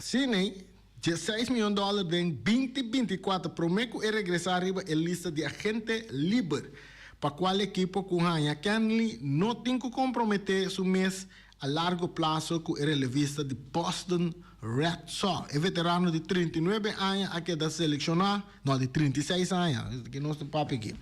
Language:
Papiamento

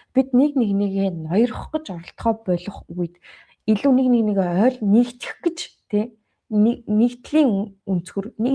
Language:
Mongolian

